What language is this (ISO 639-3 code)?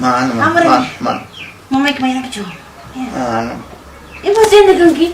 quy